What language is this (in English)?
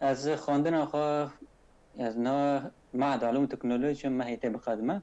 Kurdish